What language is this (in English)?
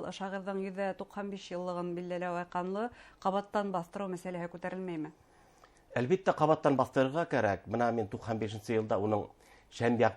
Bashkir